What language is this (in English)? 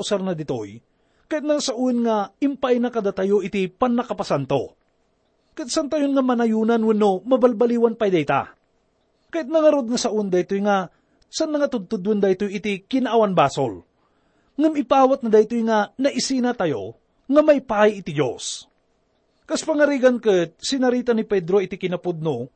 Iloko